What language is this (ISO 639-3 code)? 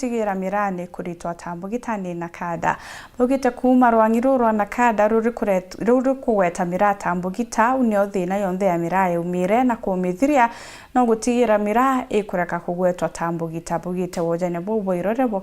mer